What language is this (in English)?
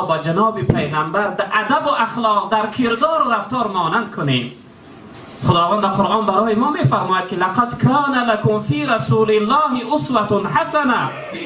Tajik